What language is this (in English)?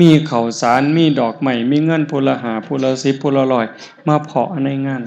Northeastern Thai